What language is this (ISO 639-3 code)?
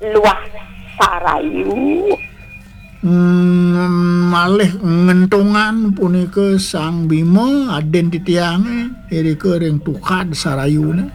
ban